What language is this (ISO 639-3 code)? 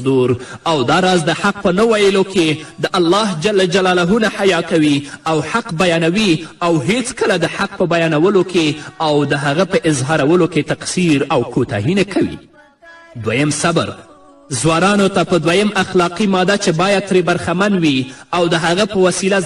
pus